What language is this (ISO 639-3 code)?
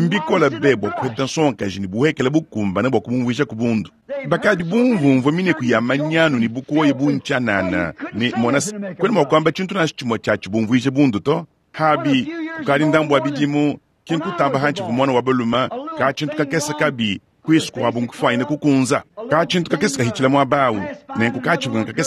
lua